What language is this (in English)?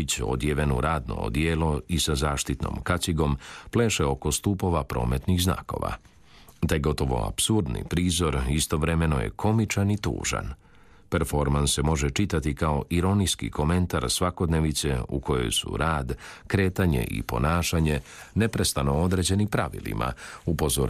Croatian